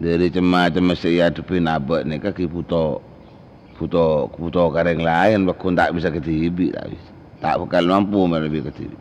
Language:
Madurese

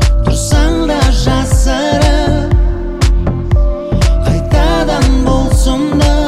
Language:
Kazakh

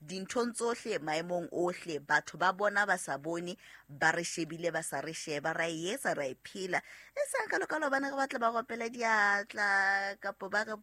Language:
Southern Sotho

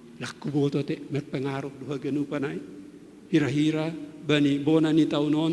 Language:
Batak Simalungun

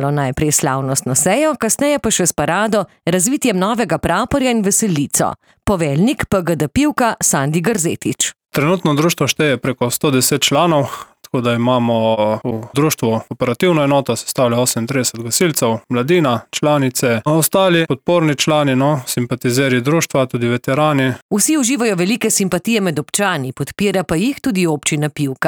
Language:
Slovenian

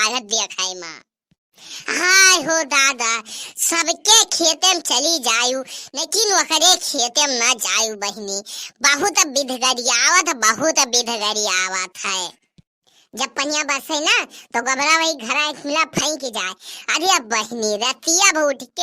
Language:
Awadhi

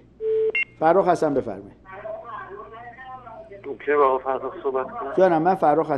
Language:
Persian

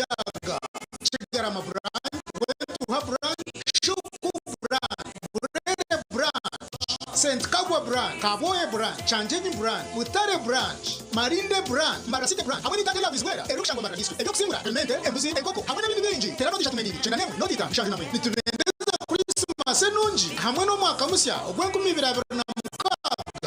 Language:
Nyankole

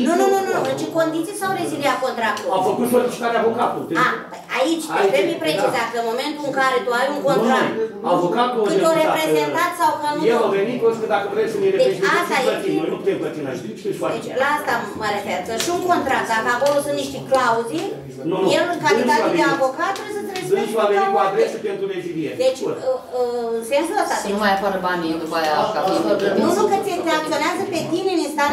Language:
Romanian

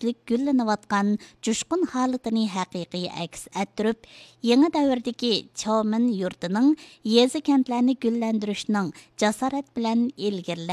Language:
Uyghur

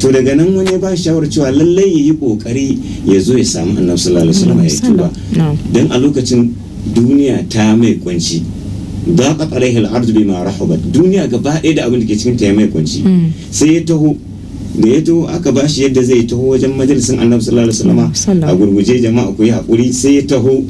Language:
Hausa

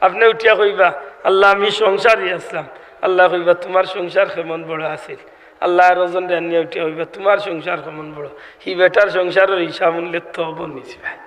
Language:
Sylheti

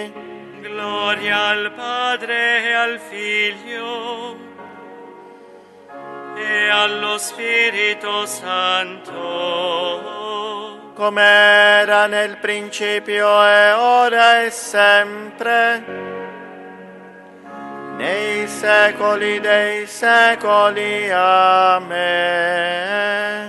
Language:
Italian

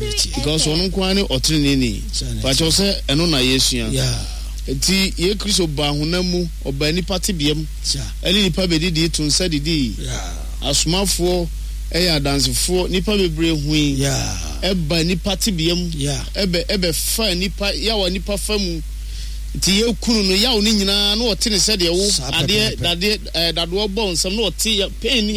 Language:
Akan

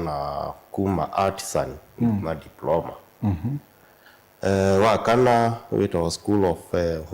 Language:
Kamba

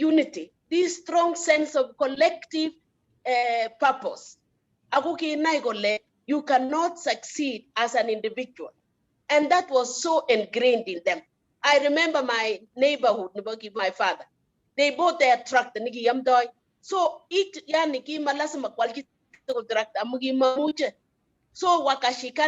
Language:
Kalenjin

